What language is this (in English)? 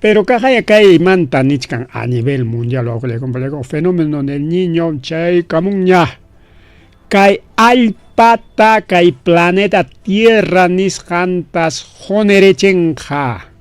Ayacucho Quechua